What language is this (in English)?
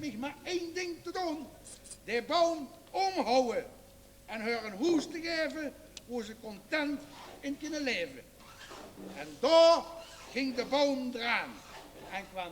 Limburgish